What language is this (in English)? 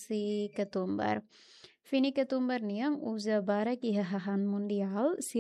Tetum